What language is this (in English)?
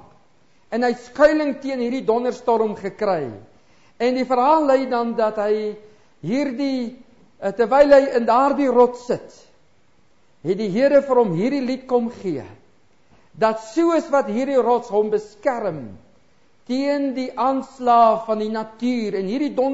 Afrikaans